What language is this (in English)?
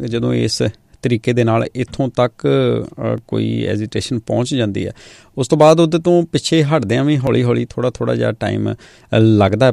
Punjabi